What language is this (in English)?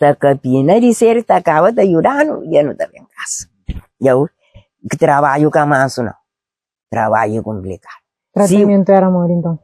Kabuverdianu